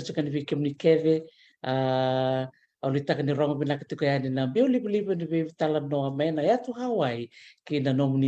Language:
Fijian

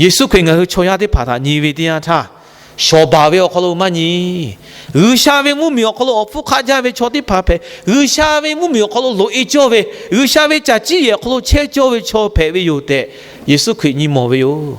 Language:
Lahu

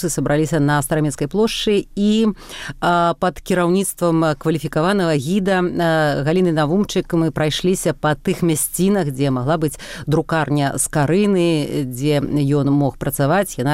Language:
Belarusian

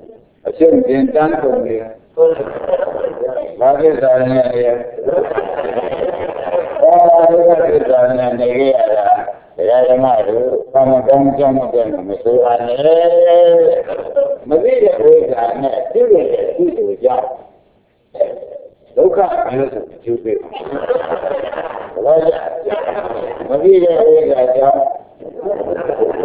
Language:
Burmese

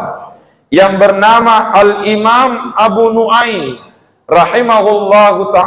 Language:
Buginese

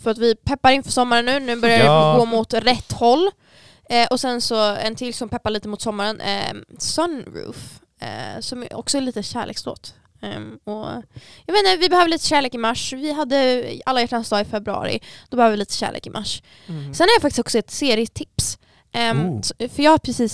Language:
Swedish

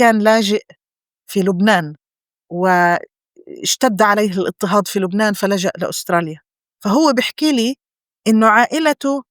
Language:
North Levantine Arabic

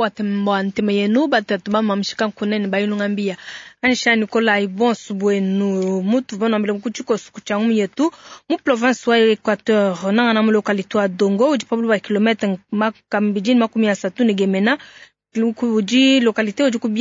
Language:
Luba-Lulua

